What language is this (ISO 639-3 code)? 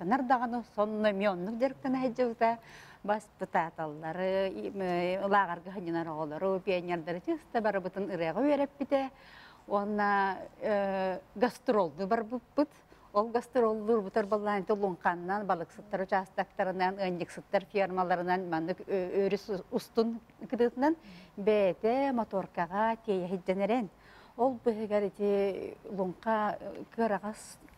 sah